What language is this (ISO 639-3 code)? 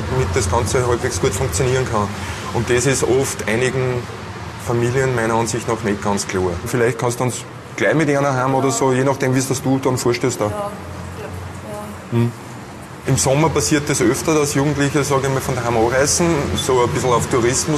deu